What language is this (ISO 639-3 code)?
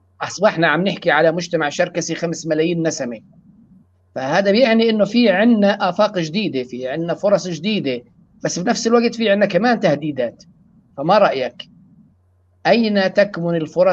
apc